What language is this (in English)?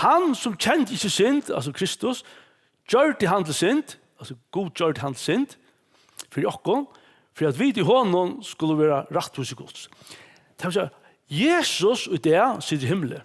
Faroese